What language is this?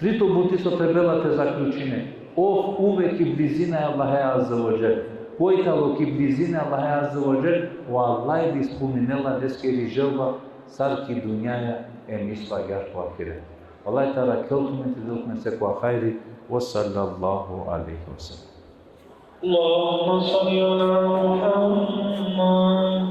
Balkan Romani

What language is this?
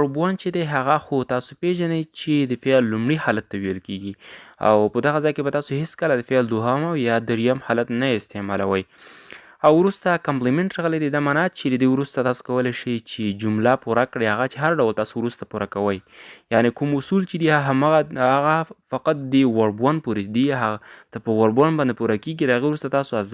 Pashto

